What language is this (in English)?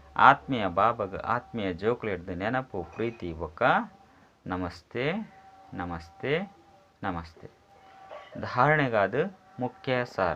Tulu